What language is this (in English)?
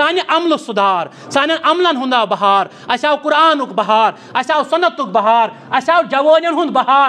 Kashmiri